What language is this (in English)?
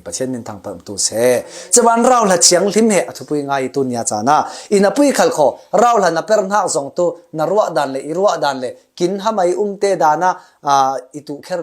Falam Chin